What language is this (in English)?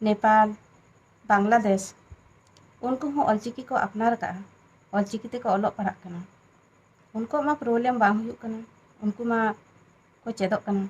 Santali